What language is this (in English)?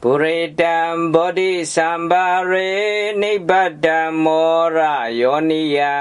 Pali